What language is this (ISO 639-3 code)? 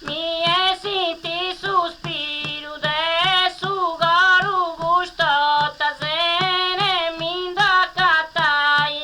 srd